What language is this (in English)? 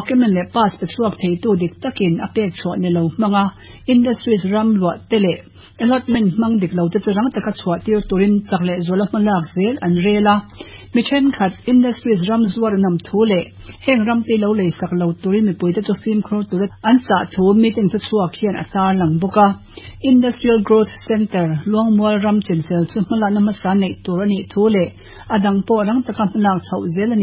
Mizo